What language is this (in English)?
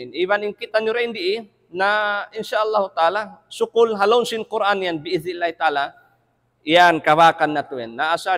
Tausug